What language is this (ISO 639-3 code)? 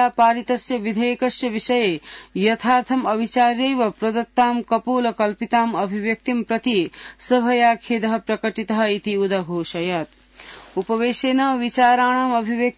san